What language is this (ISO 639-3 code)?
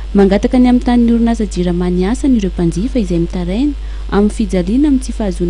mlg